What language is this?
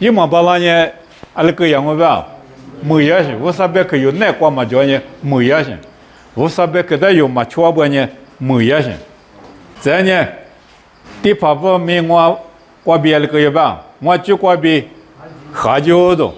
Lisu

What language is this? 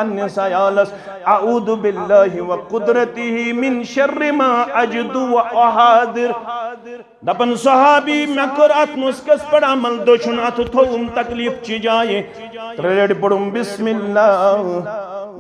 Kashmiri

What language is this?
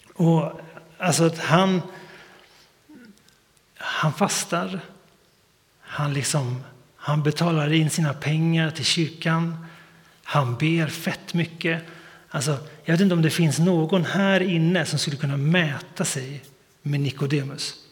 Swedish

